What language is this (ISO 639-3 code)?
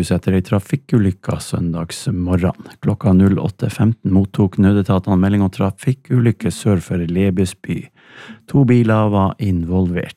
nor